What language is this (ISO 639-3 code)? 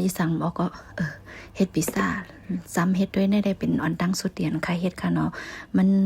shn